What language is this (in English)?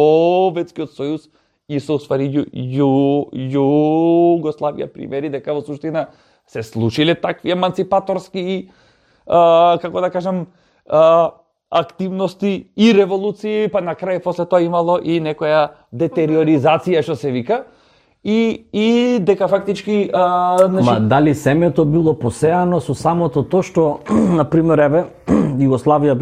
Macedonian